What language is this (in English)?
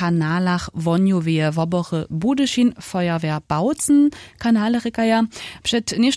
Upper Sorbian